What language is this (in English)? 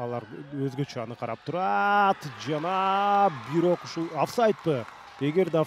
Kyrgyz